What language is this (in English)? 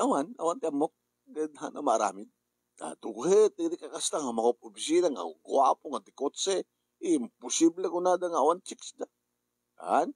Iloko